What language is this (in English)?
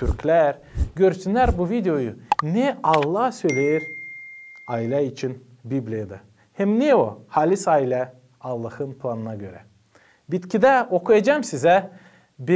Gagauz